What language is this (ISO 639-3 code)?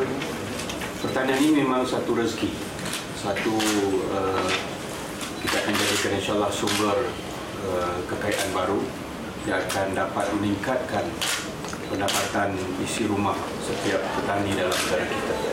msa